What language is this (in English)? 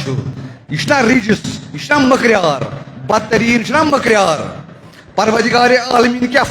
Kashmiri